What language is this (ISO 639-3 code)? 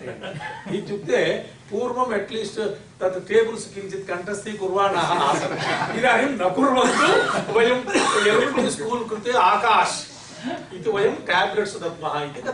san